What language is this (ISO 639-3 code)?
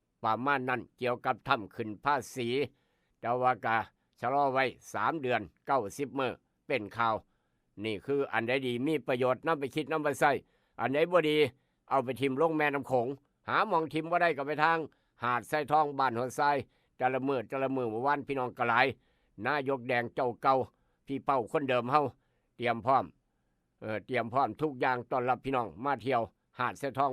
lao